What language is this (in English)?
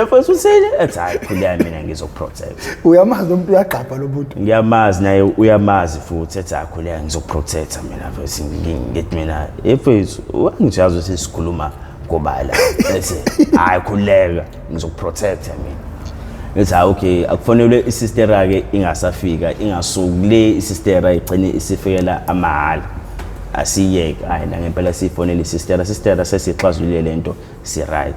Zulu